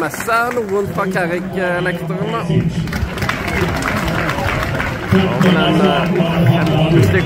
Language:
Norwegian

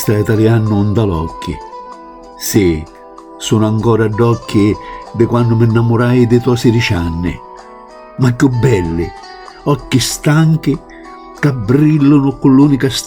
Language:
Sicilian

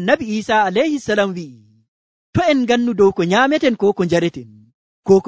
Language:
Nigerian Fulfulde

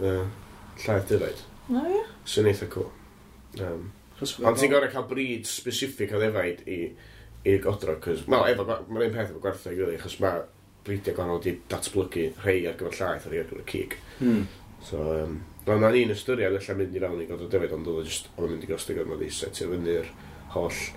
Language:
Welsh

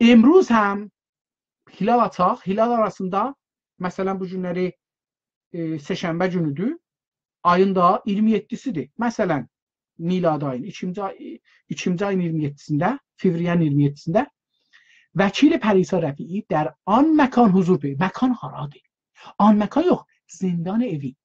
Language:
South Azerbaijani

